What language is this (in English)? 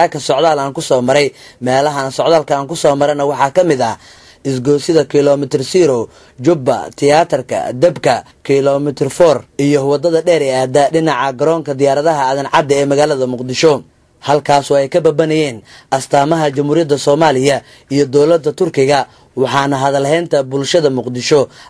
Somali